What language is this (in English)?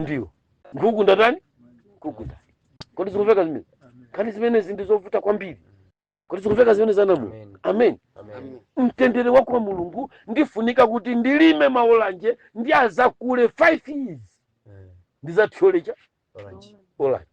Nyanja